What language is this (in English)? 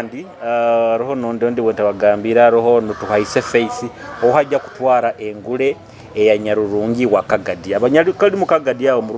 Nyoro